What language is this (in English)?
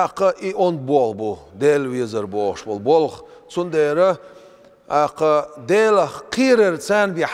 Chechen